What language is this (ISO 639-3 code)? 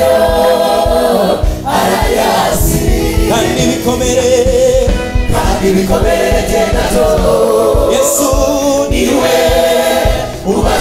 kin